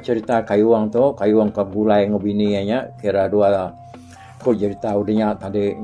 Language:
Iban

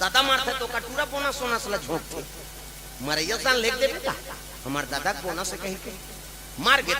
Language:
Chhattisgarhi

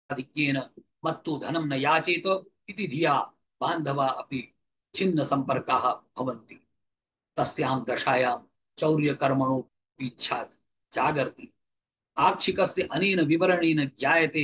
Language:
Sanskrit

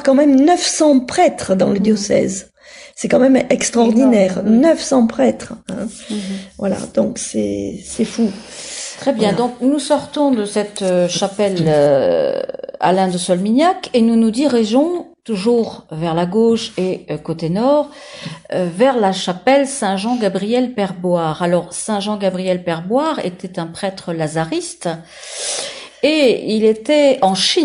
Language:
French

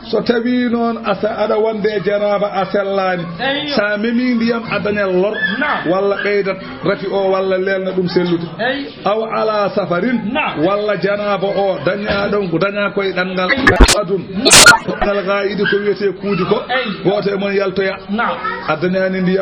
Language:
Fula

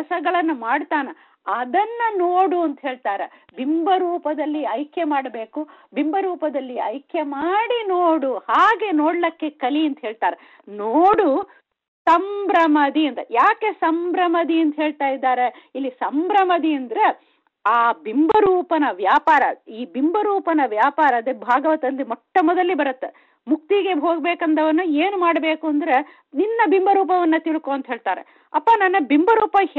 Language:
Kannada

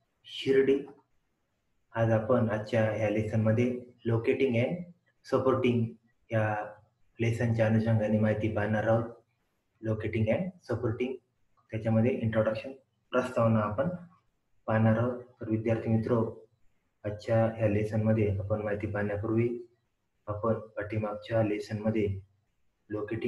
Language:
Marathi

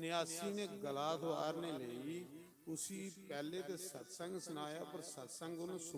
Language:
Dogri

